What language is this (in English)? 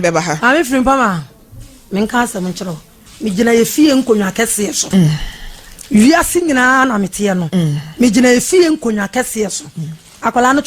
Akan